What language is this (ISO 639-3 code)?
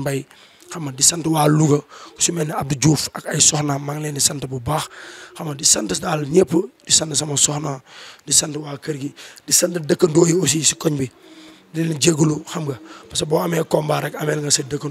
wol